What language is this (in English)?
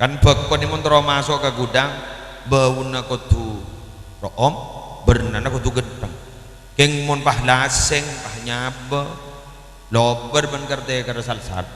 Madurese